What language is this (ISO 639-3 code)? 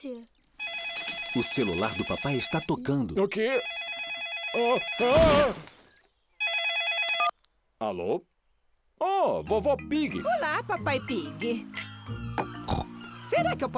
por